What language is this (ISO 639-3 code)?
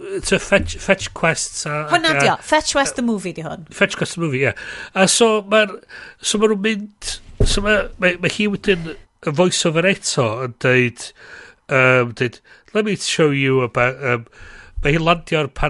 cym